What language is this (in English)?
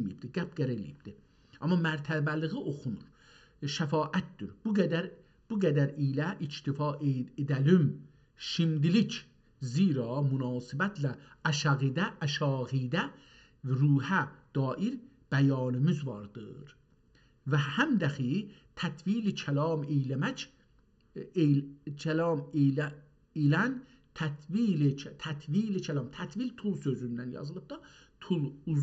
South Azerbaijani